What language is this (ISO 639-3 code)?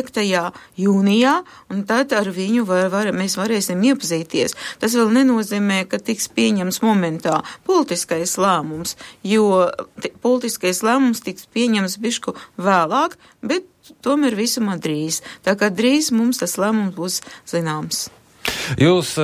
lav